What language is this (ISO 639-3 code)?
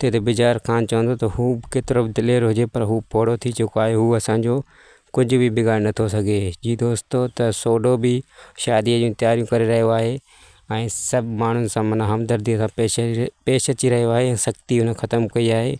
snd